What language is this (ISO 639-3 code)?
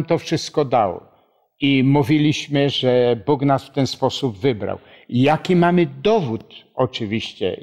pol